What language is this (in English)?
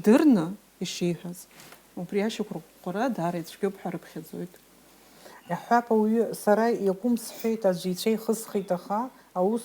Abkhazian